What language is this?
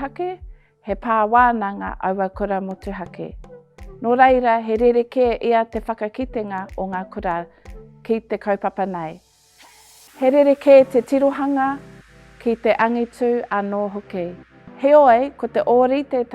Māori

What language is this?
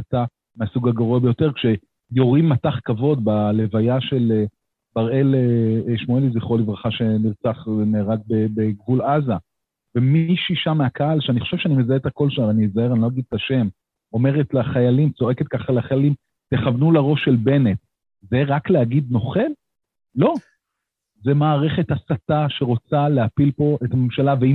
Hebrew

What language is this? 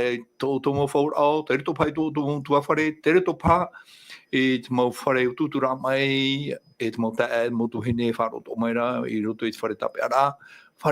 Tahitian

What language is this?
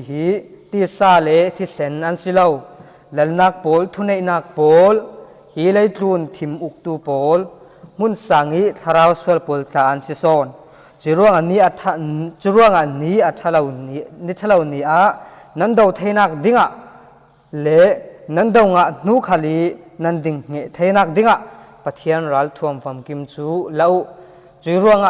Falam Chin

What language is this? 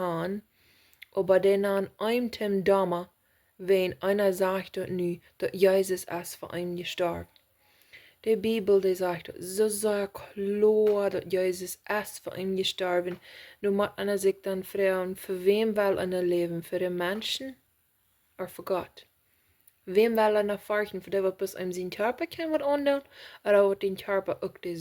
Plautdietsch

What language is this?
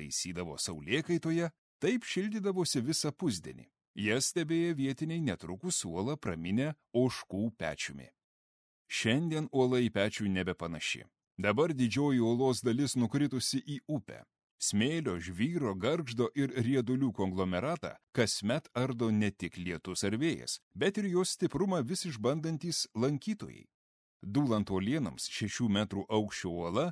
Lithuanian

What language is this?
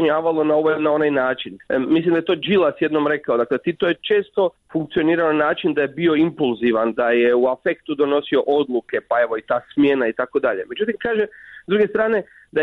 Croatian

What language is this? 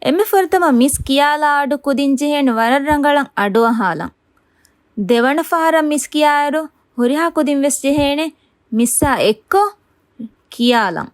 Divehi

